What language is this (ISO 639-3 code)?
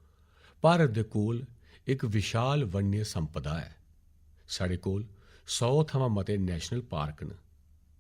doi